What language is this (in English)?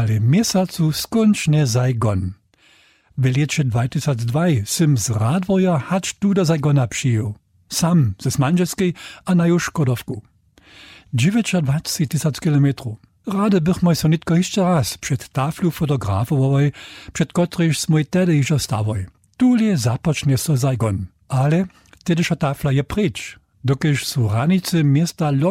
Upper Sorbian